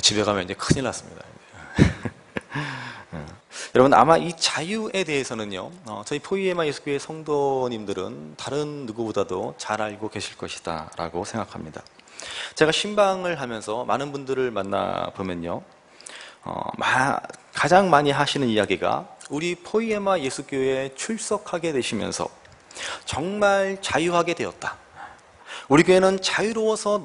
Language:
Korean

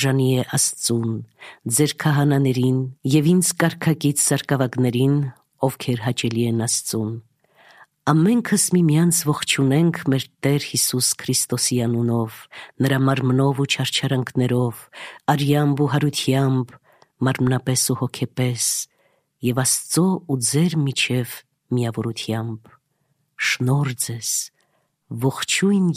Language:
Armenian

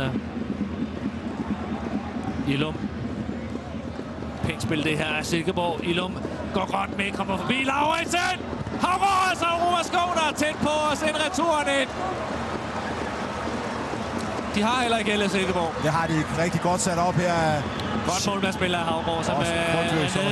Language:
Danish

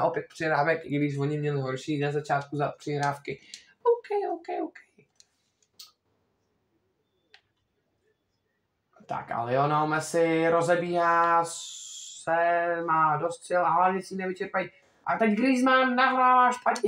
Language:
Czech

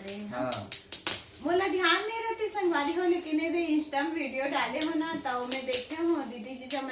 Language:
Chhattisgarhi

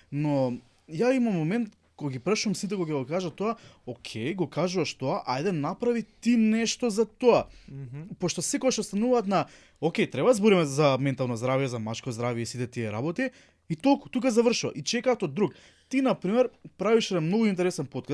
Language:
Macedonian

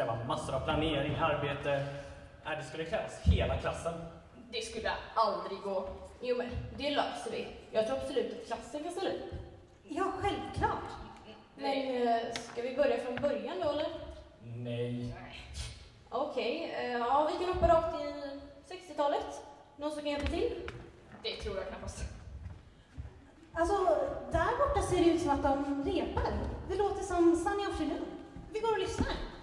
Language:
Swedish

